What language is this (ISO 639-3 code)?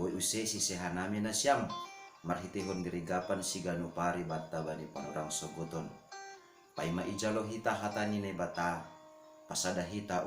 bts